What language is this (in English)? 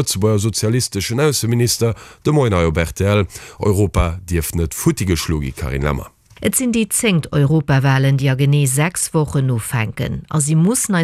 Luxembourgish